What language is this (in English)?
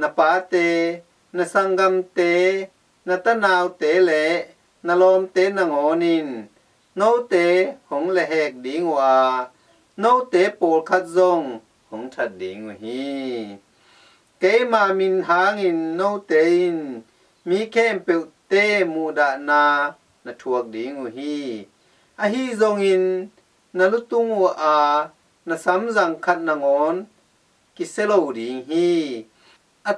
Tedim Chin